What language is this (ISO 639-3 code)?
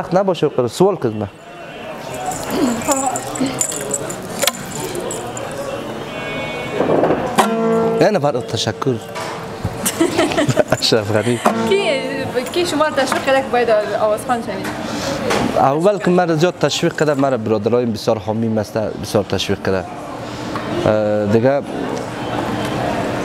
fas